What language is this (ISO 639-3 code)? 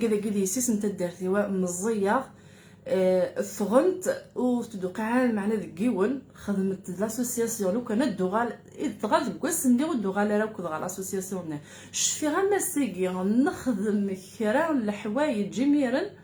kab